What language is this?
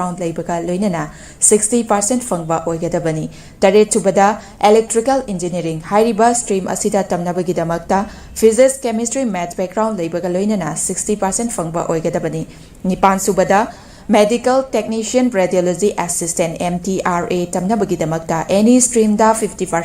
Manipuri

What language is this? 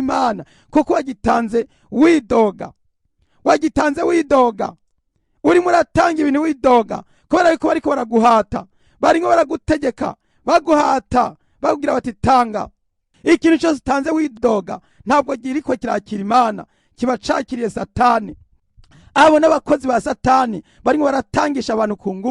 Rundi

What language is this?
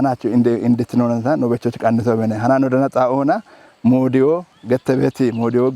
Kafa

